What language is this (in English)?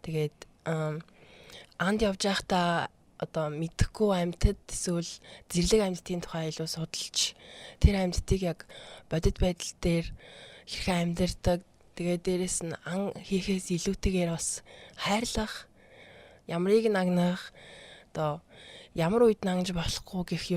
Mongolian